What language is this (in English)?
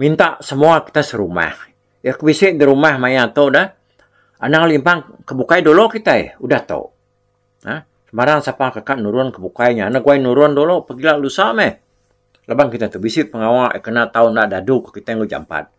Iban